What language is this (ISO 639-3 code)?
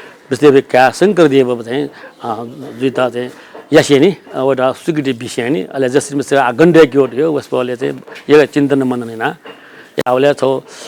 new